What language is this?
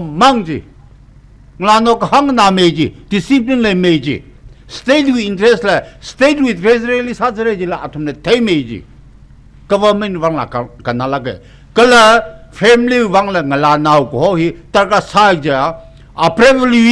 Tangkhul Naga (India)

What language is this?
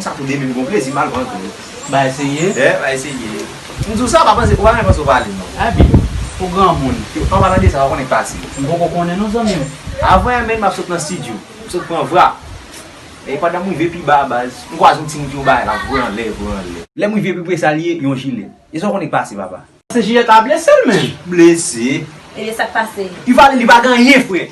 Haitian Creole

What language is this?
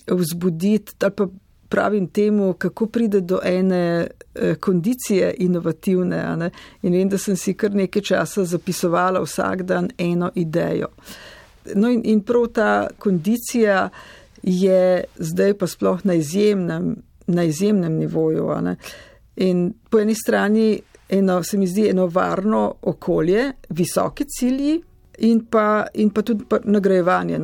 Slovenian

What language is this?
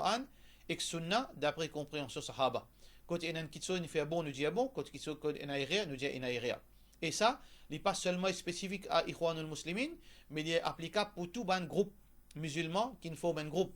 Morisyen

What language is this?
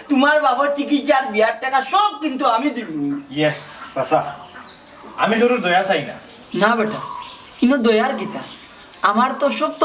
Sylheti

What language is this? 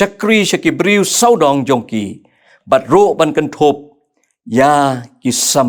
Khasi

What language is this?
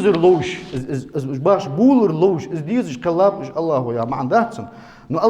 Ingush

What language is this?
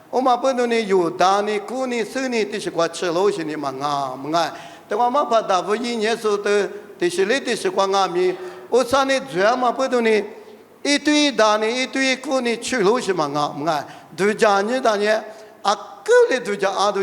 Lisu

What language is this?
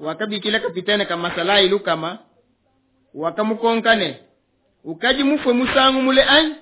Luba-Lulua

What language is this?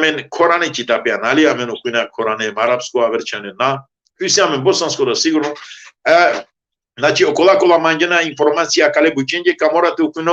Balkan Romani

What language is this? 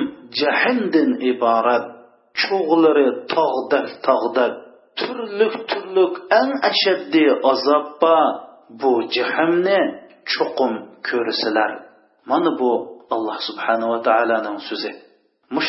Uyghur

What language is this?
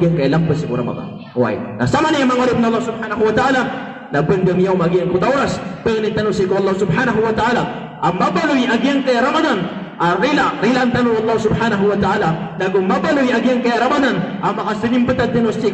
Maranao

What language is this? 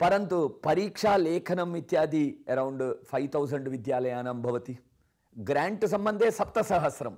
Sanskrit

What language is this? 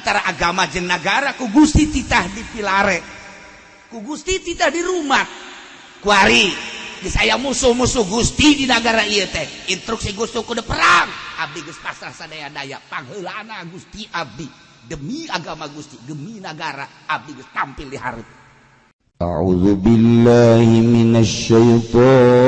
Sundanese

